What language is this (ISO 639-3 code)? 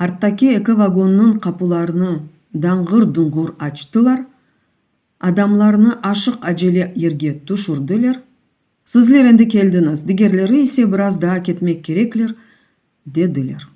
crh